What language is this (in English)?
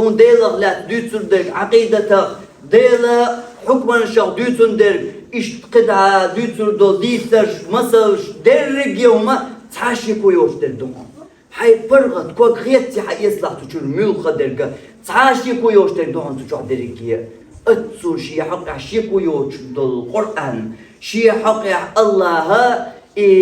Chechen